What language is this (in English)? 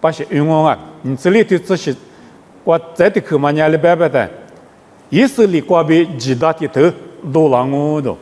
Lisu